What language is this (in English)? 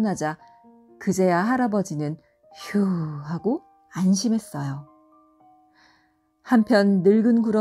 Korean